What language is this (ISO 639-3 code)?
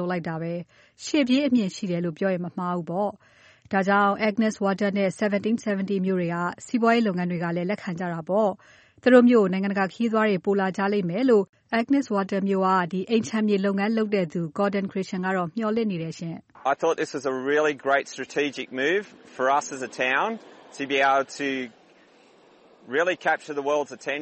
mya